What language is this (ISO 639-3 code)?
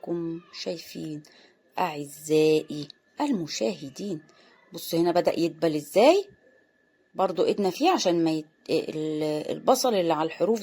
arz